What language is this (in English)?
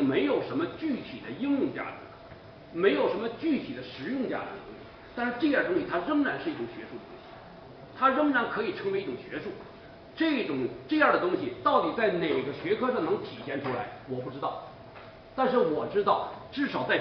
Chinese